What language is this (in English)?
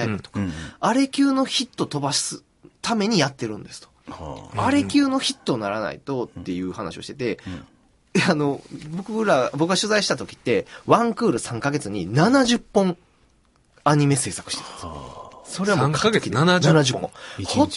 Japanese